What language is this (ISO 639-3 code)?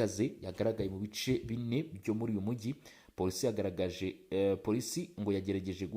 kin